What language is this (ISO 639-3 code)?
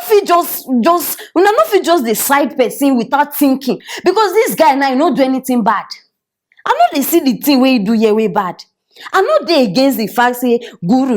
pcm